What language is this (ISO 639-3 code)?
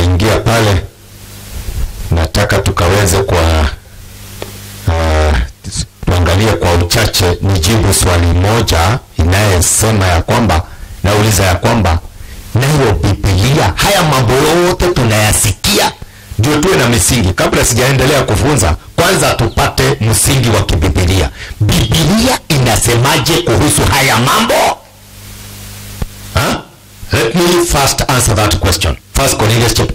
swa